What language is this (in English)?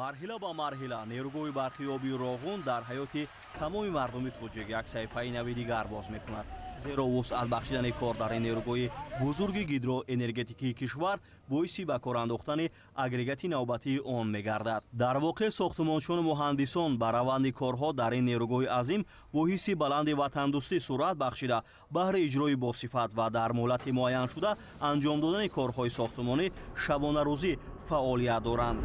Tajik